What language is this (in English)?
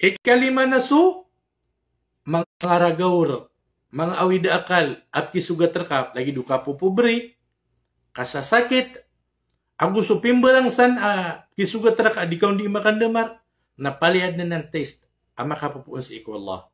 Maranao